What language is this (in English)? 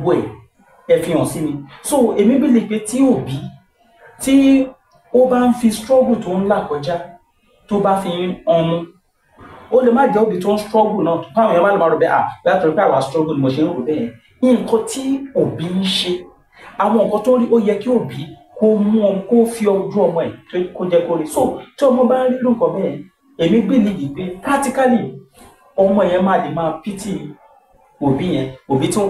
Yoruba